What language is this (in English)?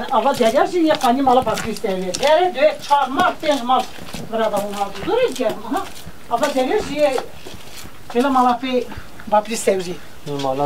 Kurdish